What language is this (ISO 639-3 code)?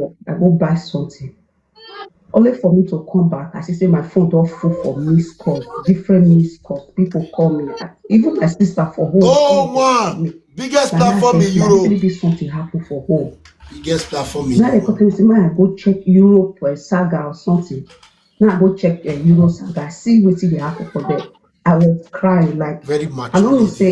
pcm